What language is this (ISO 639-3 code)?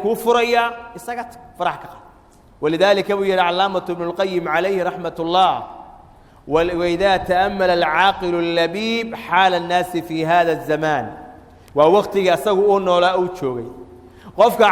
som